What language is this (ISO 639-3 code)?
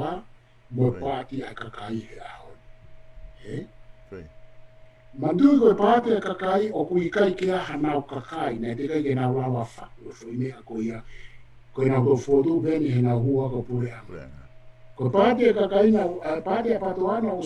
ton